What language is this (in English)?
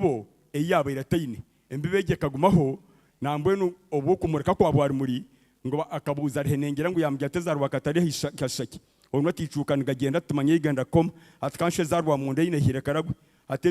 Nyankole